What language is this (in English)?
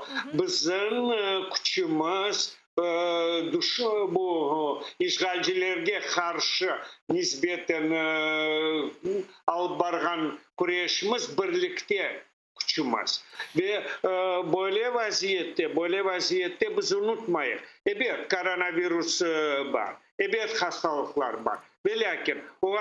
Crimean Tatar